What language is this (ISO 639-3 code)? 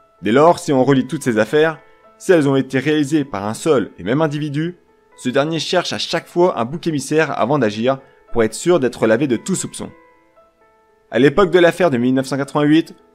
fra